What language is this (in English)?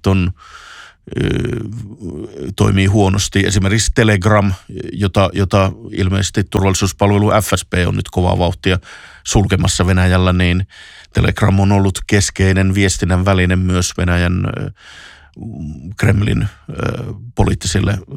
Finnish